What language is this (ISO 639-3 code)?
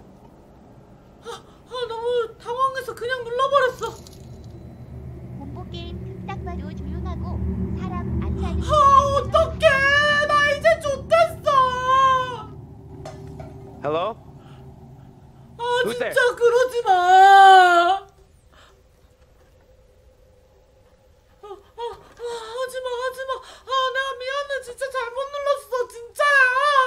kor